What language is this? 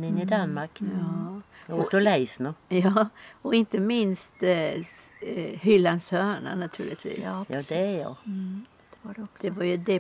Swedish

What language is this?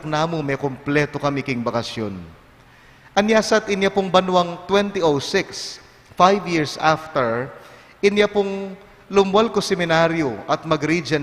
Pampanga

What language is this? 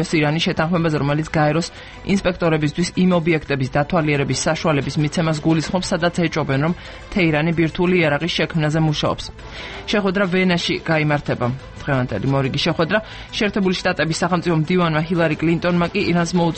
Georgian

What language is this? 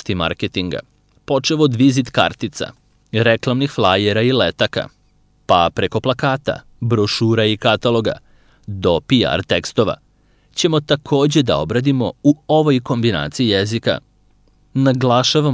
Serbian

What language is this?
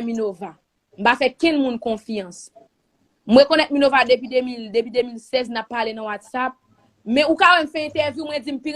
Haitian Creole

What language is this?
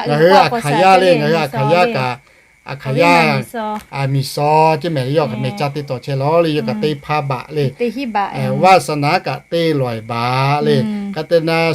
Lahu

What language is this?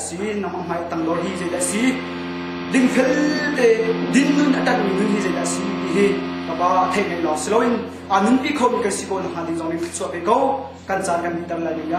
Hakha Chin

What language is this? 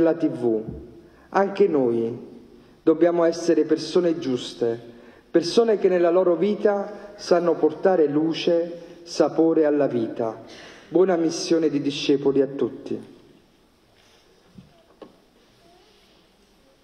Italian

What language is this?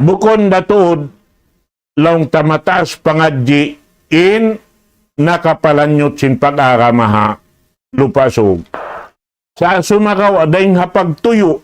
Tausug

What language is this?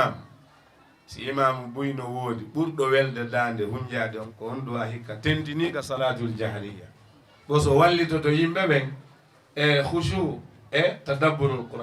Fula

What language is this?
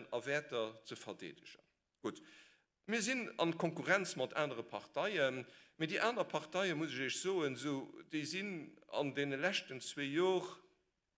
Luxembourgish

